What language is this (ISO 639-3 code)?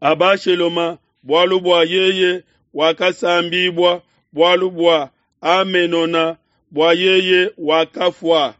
lua